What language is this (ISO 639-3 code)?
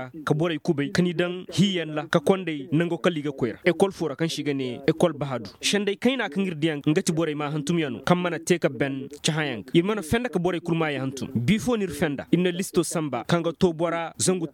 ses